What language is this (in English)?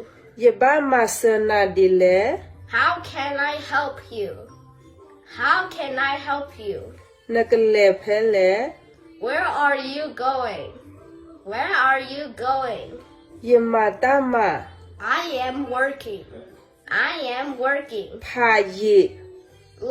S'gaw Karen